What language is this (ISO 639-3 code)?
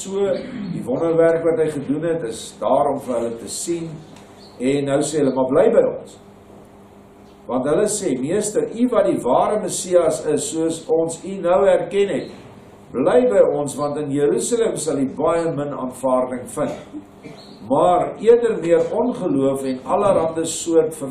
afr